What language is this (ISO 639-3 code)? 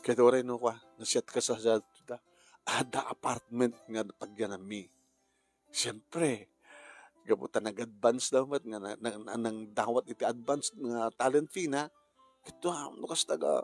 ilo